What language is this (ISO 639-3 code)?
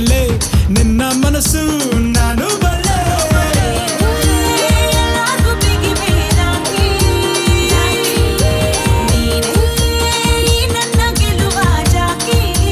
kan